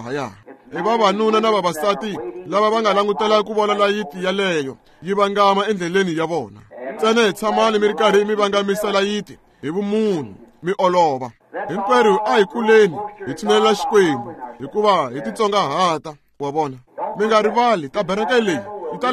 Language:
Tsonga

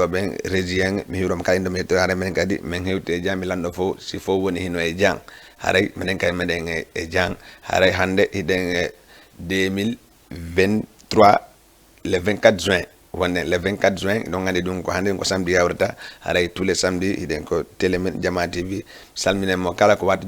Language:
Fula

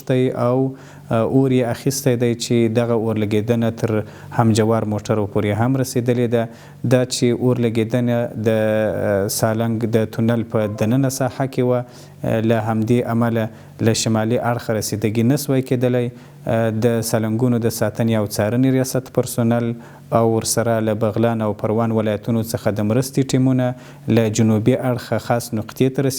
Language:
Pashto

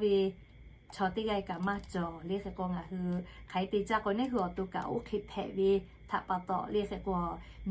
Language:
Lahu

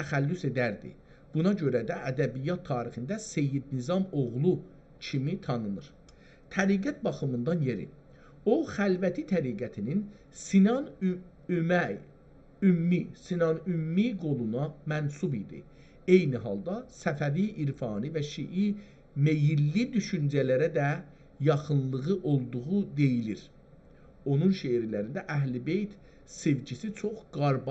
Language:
South Azerbaijani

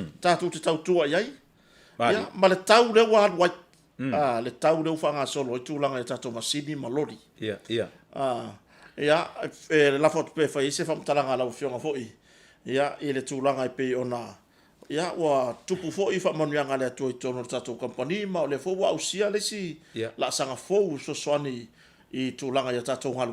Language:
Samoan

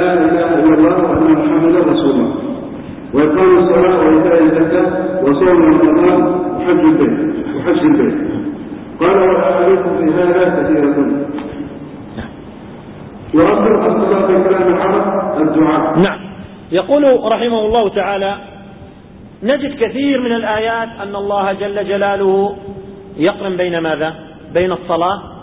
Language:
Arabic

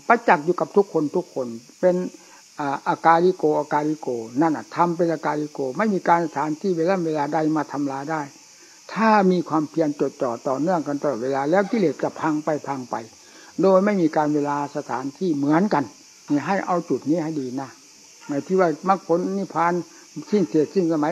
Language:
Thai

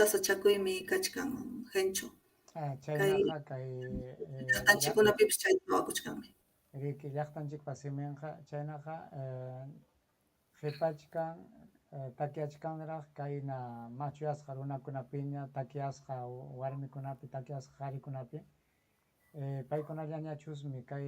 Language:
Ayacucho Quechua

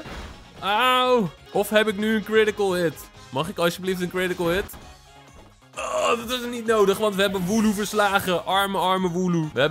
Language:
Dutch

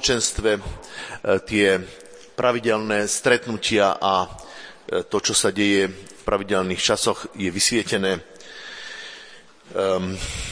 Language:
Slovak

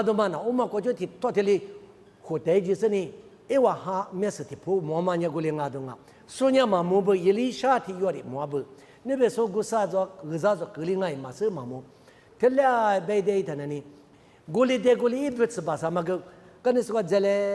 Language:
Lisu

